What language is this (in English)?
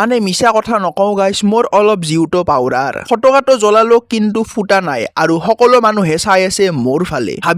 Assamese